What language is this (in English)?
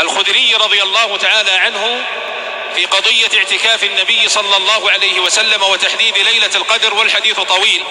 North Levantine Arabic